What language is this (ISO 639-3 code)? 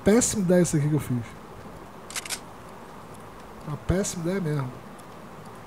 por